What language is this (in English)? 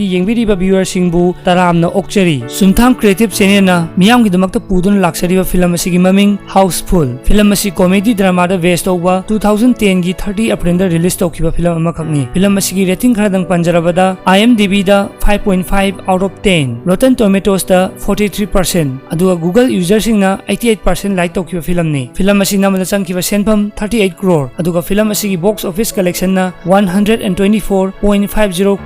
Manipuri